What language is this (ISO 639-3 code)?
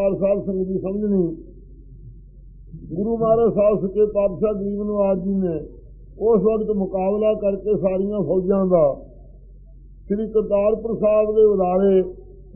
pan